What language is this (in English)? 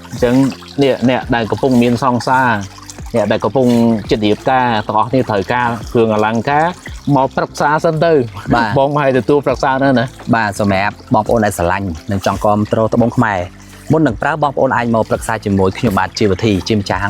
Khmer